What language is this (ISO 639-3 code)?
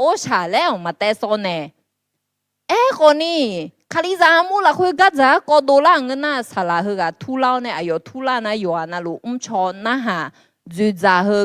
ahk